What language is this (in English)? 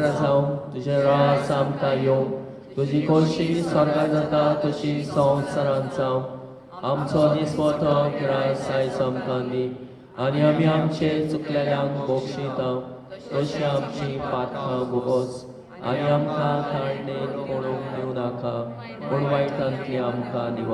Konkani